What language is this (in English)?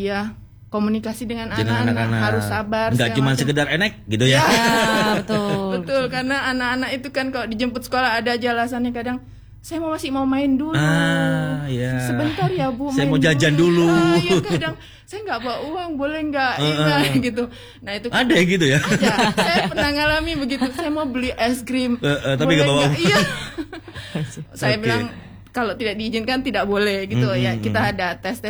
Indonesian